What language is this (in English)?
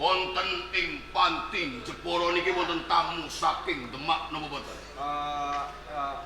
Javanese